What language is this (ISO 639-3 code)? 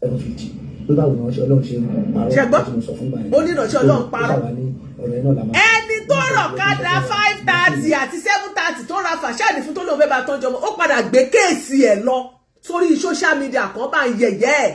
yor